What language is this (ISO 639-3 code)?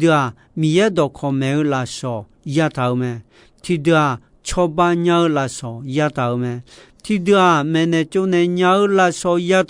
ahk